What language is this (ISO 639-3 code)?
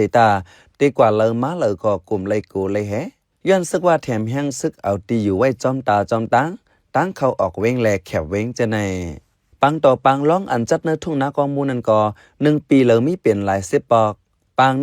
shn